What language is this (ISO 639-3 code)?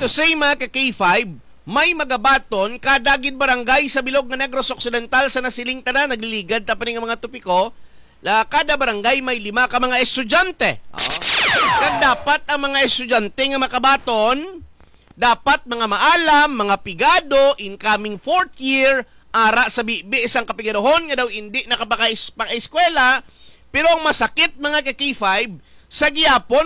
hil